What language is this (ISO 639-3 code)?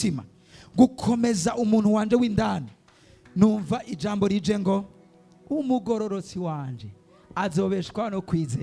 run